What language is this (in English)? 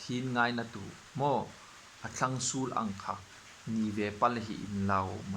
Hmar